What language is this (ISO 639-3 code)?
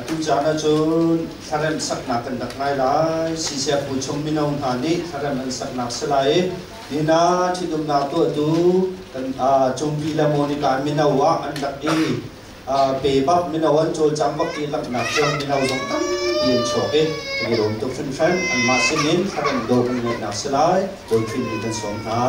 cnh